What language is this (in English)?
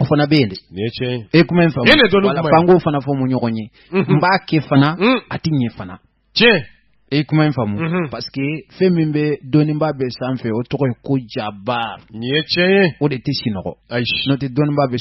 Bambara